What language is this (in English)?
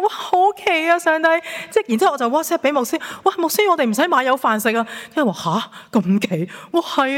Cantonese